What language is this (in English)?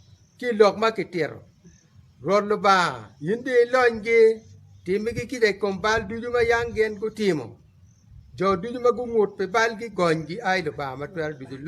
Acoli